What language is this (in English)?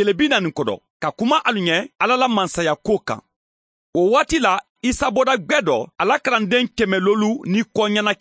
Mandingo